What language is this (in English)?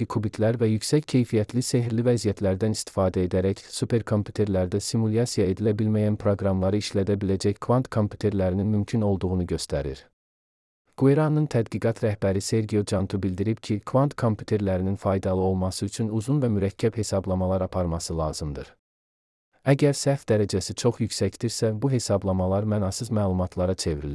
Azerbaijani